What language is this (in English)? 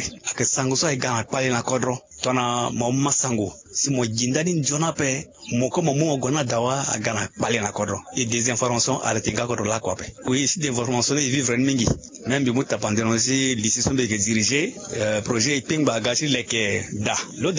Sango